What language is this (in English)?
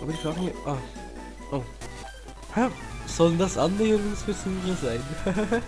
Swiss German